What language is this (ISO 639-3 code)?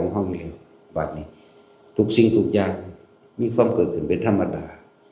lao